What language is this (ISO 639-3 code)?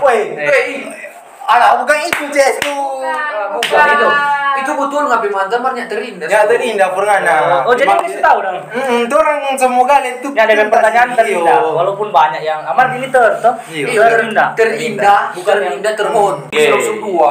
xmm